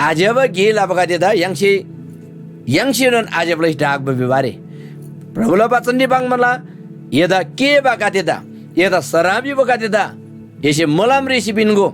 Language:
Eastern Tamang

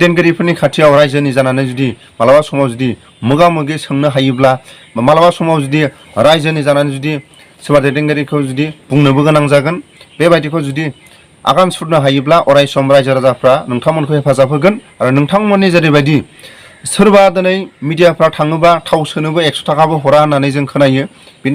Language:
Bodo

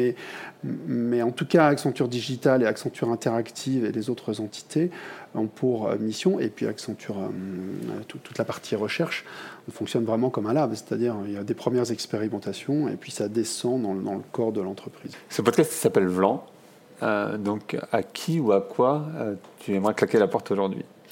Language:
French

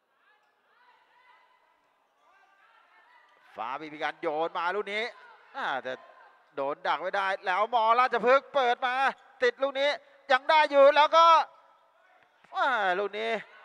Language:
Thai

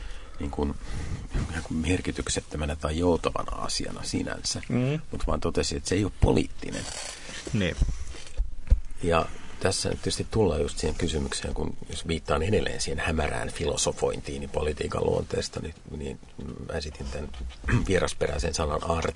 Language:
Finnish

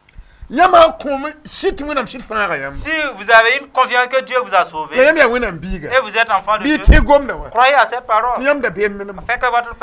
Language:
Mossi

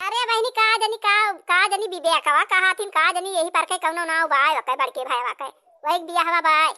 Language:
Awadhi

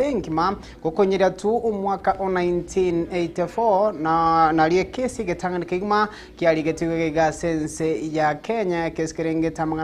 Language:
Gusii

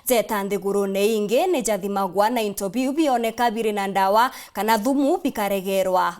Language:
Meru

